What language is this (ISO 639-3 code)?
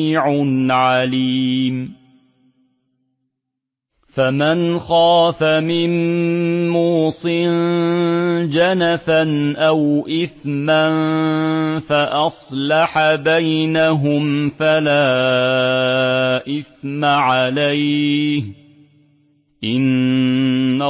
ara